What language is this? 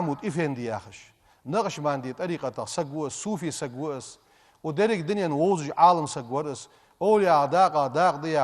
Ingush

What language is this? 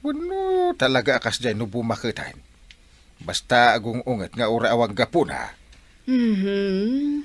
Iloko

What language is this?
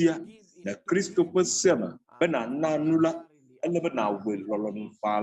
Ewe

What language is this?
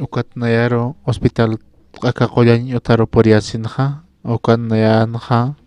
Aymara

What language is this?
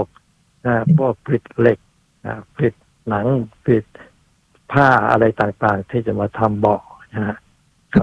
Thai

